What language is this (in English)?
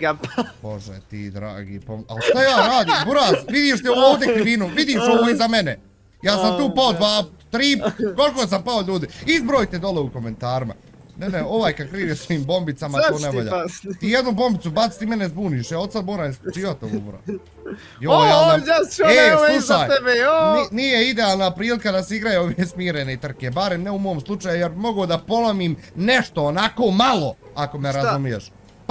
Bosnian